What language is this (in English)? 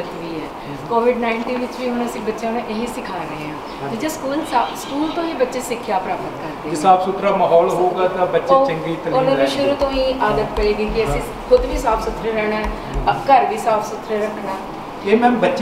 Punjabi